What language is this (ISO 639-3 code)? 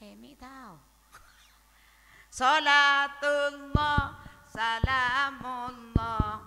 mad